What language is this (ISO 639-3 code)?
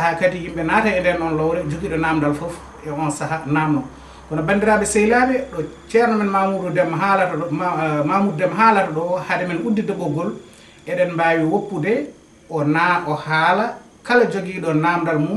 ful